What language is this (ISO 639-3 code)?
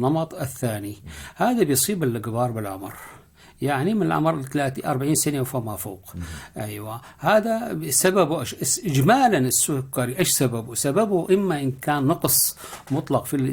apc